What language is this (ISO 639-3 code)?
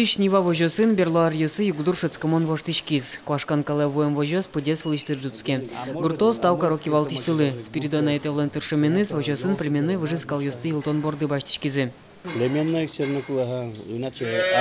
udm